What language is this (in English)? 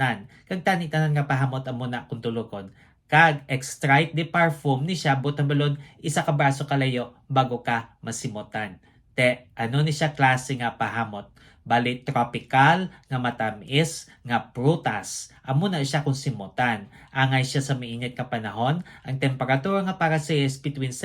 Hiligaynon